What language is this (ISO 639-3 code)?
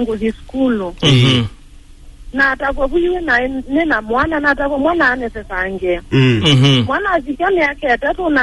kam